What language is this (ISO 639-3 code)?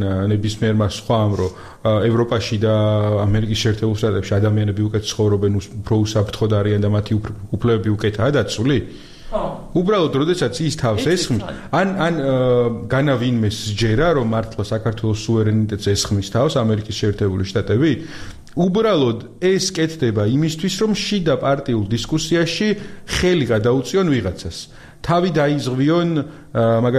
kat